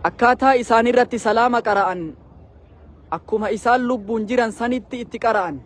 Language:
Oromo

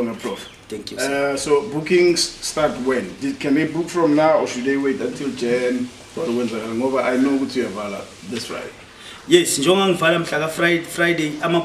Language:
Zulu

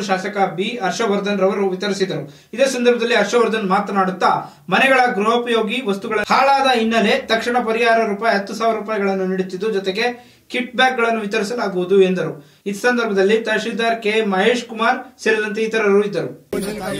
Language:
Kannada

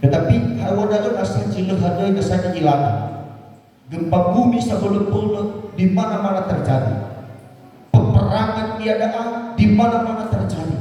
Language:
Nias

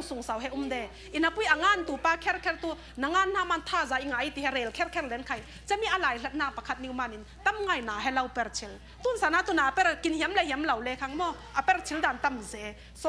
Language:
Falam Chin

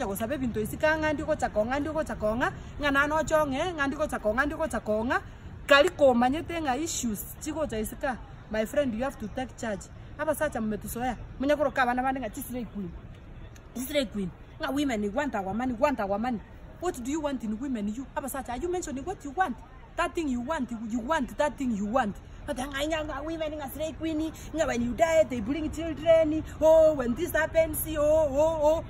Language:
Gusii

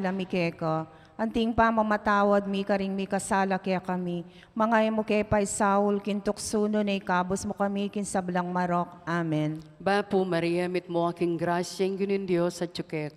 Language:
Pampanga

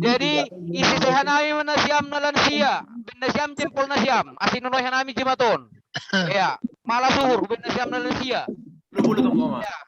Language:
Batak Simalungun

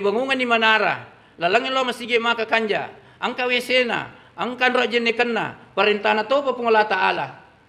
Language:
Buginese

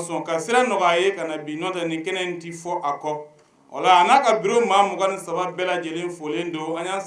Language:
Bambara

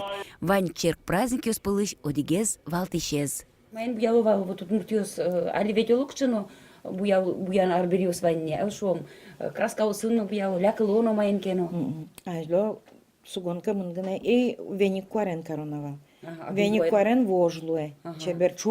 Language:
Udmurt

